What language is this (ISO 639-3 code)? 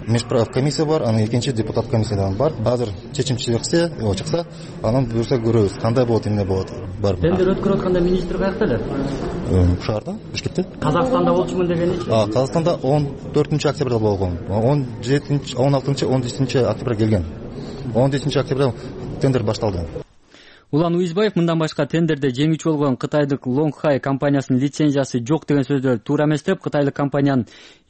kir